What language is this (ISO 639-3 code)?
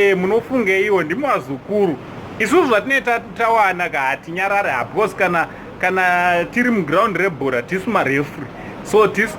sna